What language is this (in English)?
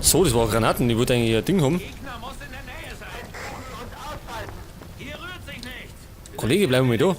Bavarian